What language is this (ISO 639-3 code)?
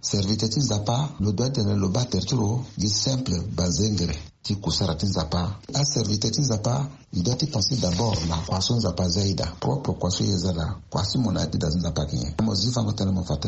sag